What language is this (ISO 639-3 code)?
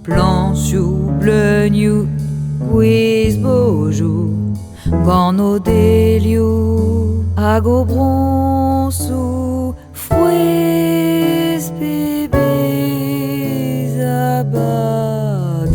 bre